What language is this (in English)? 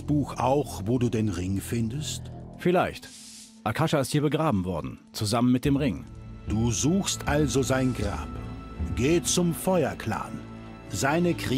Bavarian